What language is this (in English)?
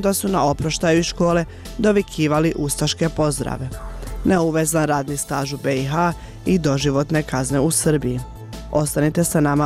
Croatian